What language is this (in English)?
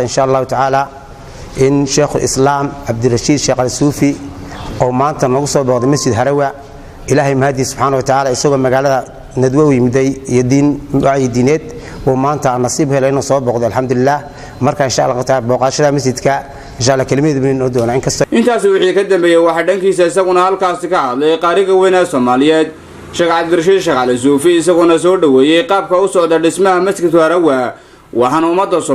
Somali